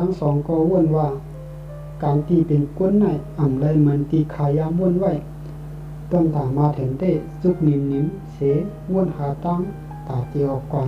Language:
Shan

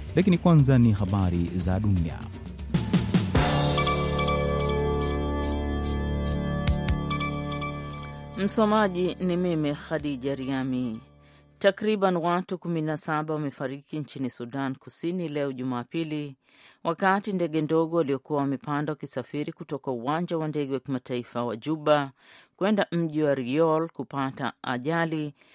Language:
Swahili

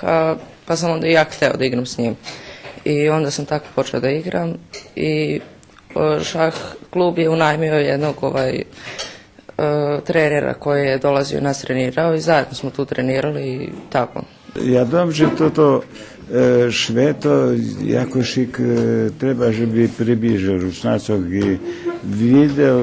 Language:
Rusyn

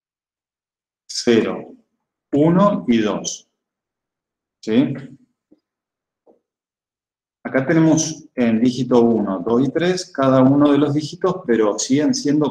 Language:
Spanish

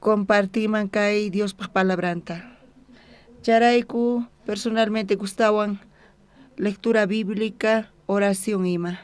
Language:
South Bolivian Quechua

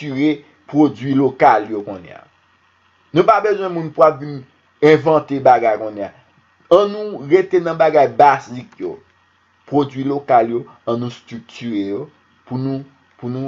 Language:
Haitian Creole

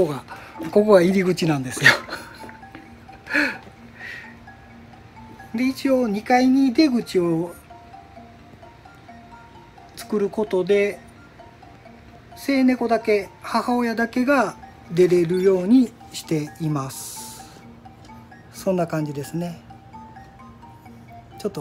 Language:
Japanese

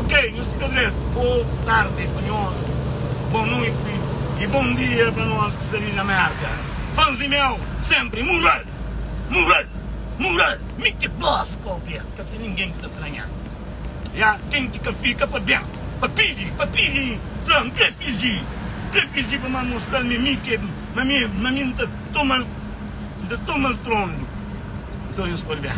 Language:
Kabuverdianu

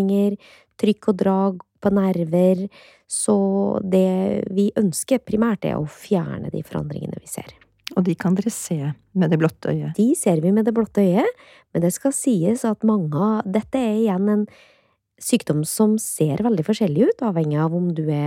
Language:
Norwegian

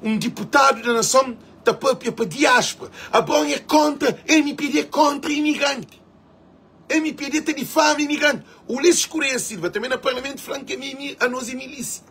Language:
Kabuverdianu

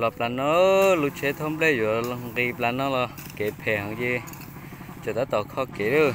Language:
Hmong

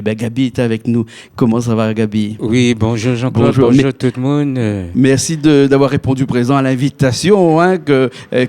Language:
Réunion Creole French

